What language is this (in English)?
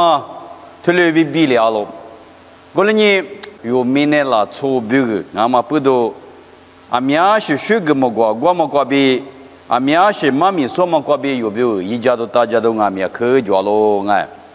Lisu